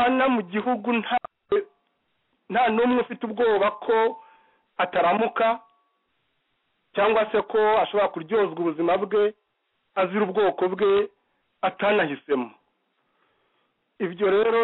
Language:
Kinyarwanda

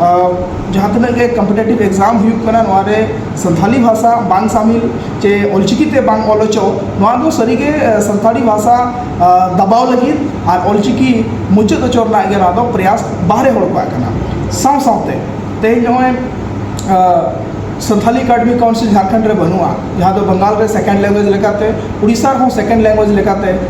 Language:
Santali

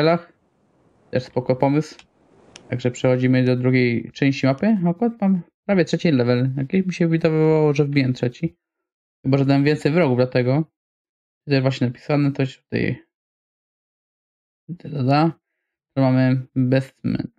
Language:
Polish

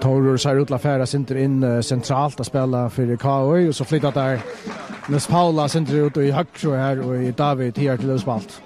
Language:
Faroese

